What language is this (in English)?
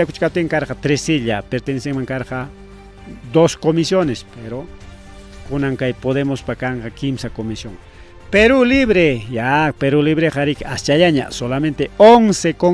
Ayacucho Quechua